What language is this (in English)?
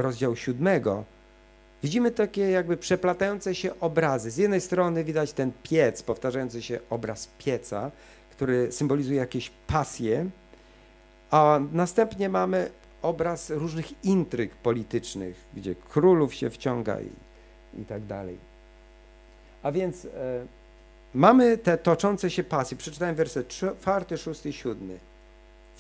Polish